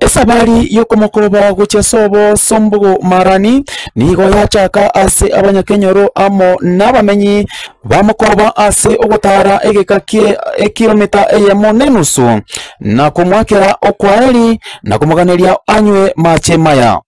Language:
Gusii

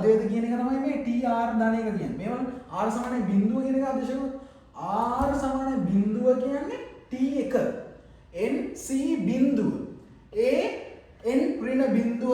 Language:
Sinhala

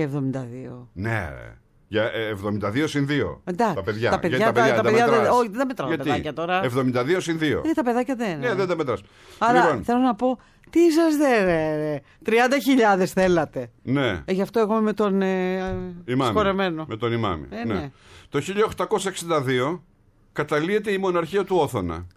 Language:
Greek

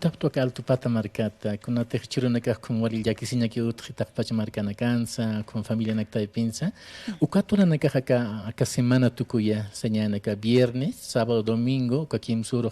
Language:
Aymara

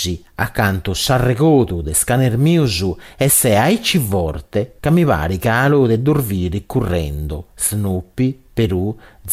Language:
Sardinian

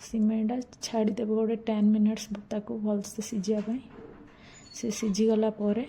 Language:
Odia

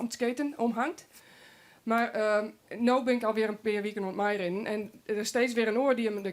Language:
Western Frisian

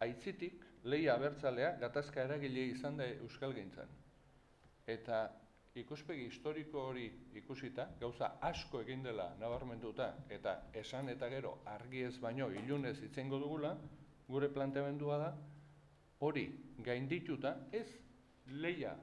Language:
Basque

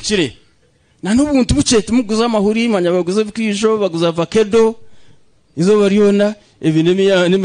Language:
Nyankole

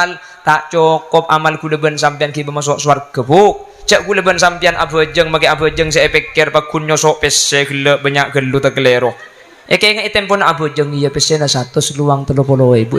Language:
Madurese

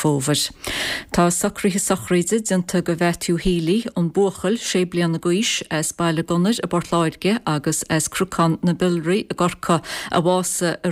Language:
Irish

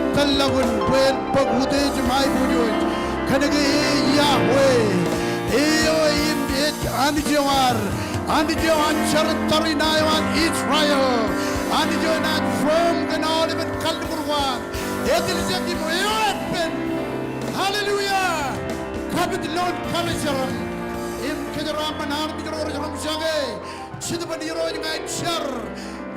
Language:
Marshallese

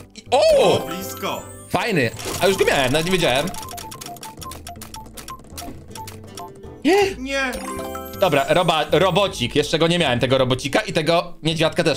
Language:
Polish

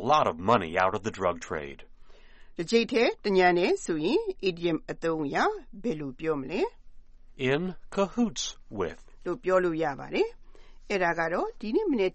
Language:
Burmese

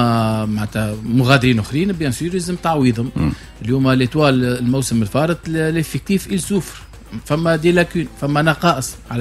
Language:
Tunisian Arabic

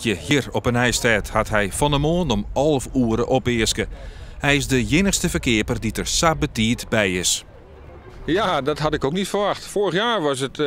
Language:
Western Frisian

